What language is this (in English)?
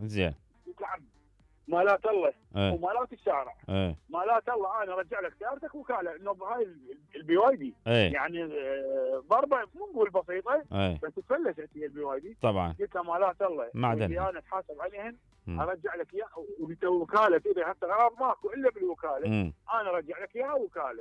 Mesopotamian Arabic